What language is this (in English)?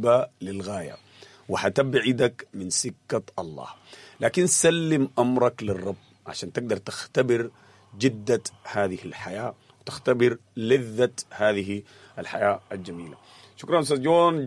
Sudanese Arabic